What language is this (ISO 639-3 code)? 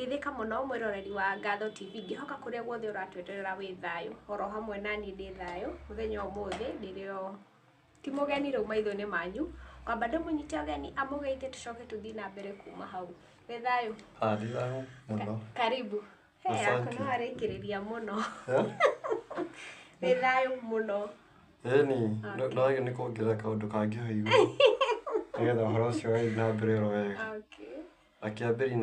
kik